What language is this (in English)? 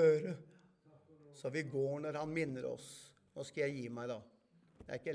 Norwegian